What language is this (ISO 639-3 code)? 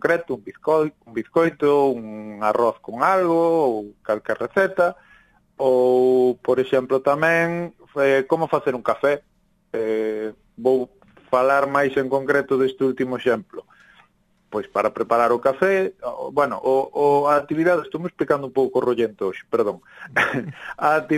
glg